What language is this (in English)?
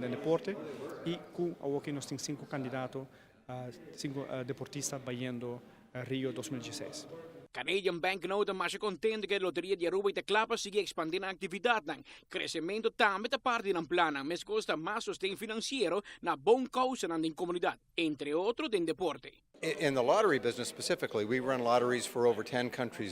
Papiamento